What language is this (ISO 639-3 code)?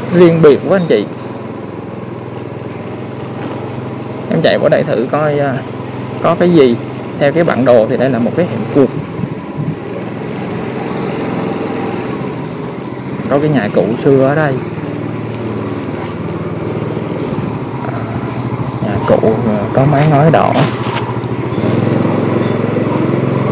vie